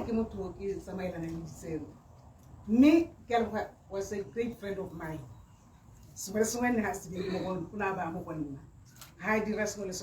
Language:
Tswana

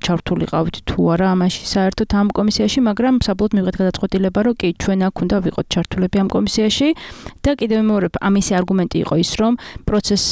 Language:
Georgian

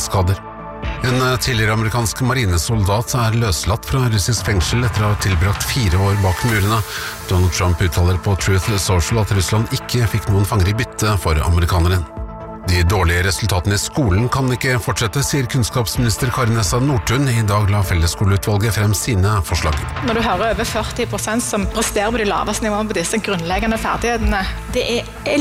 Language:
Norwegian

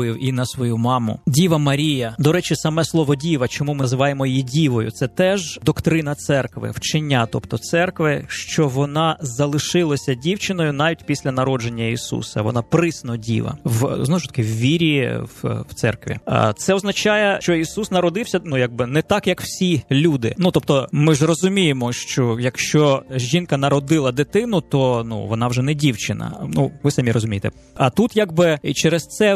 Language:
Ukrainian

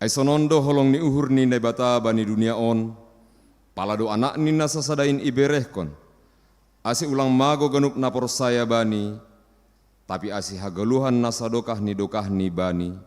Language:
Batak Simalungun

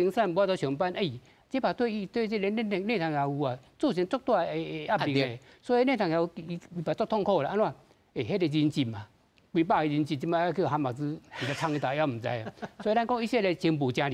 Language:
Min Nan Chinese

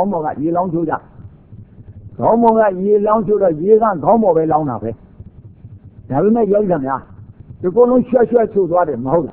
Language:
Burmese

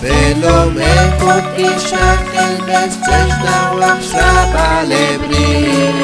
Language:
Kekchí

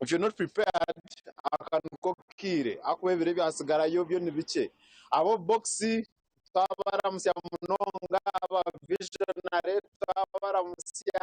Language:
Nyankole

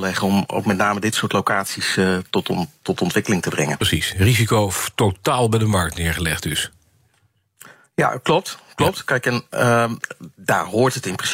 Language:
Dutch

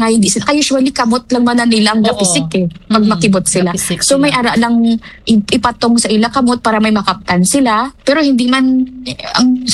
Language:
Hiligaynon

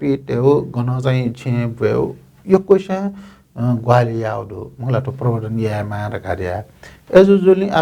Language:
Newari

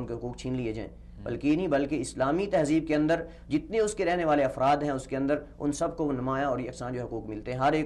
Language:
Urdu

